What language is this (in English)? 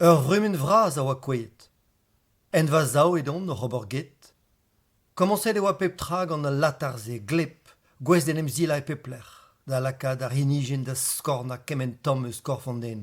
Breton